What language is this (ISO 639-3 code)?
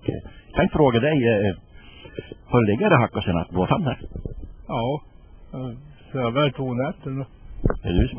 swe